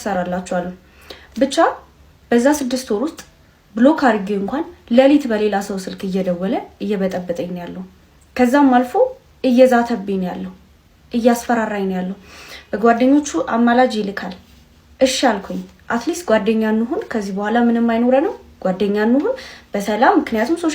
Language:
Amharic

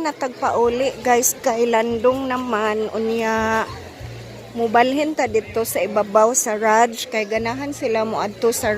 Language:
Cebuano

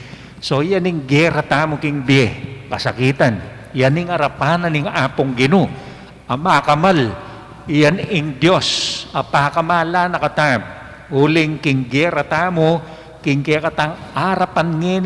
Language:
Pampanga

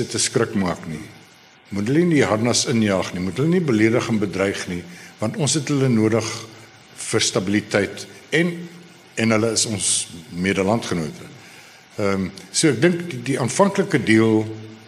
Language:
Afrikaans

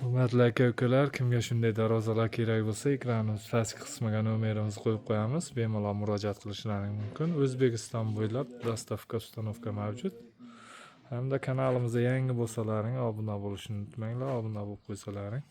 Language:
Uzbek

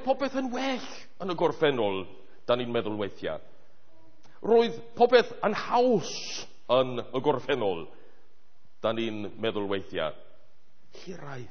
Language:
Welsh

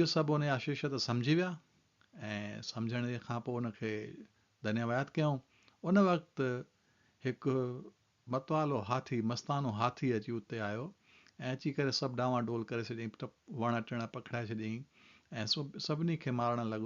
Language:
Sindhi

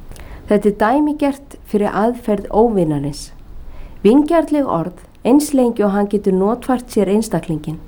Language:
Icelandic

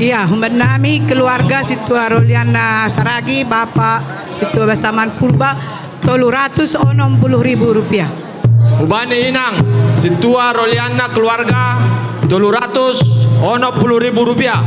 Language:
Batak Simalungun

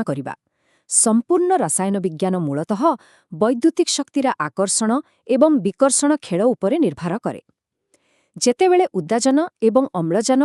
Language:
Odia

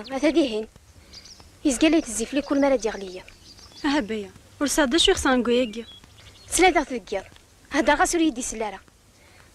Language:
Kabyle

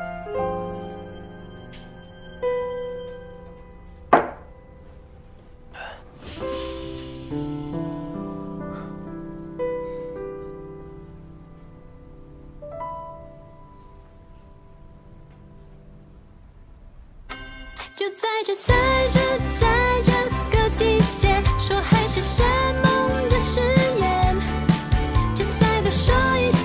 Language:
Chinese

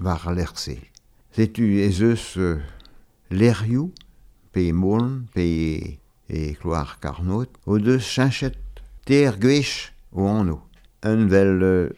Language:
Breton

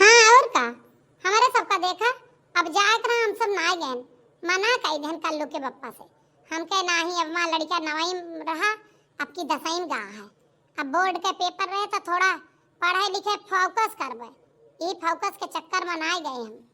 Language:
Awadhi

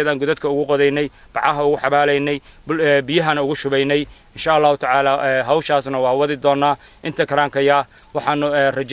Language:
Somali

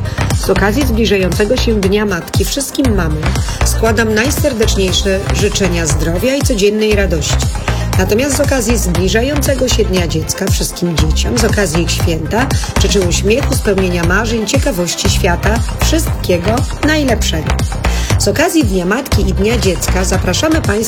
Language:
Polish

